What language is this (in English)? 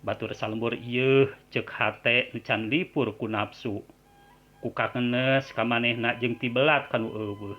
Sundanese